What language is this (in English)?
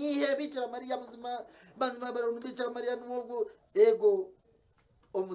Nyankole